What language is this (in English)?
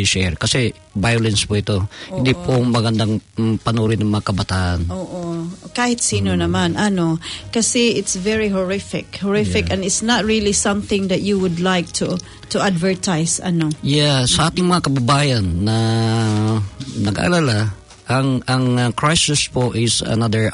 Filipino